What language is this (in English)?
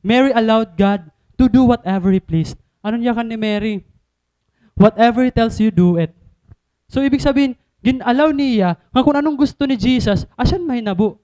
Waray